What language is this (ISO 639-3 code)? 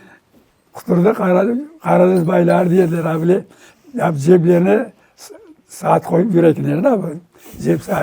crh